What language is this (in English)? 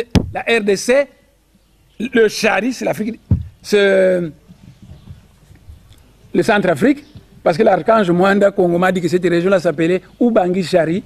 French